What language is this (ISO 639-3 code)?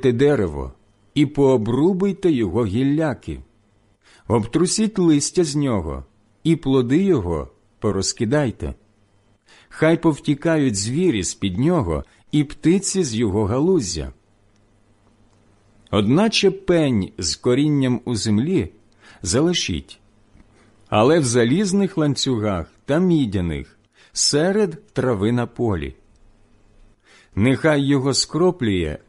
ukr